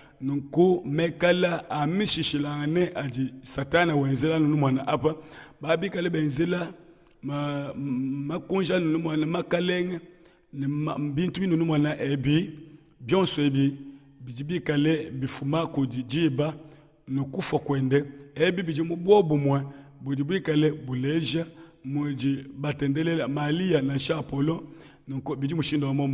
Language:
Luba-Lulua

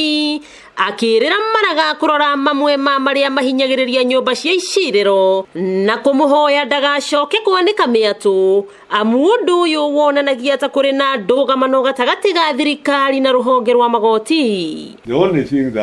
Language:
Kikuyu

